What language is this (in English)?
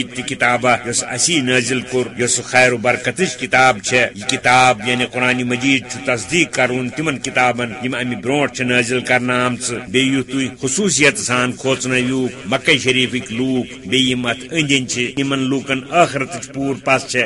Kashmiri